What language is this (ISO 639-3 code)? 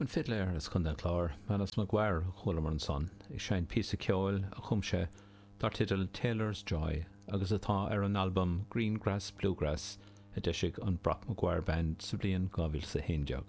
gle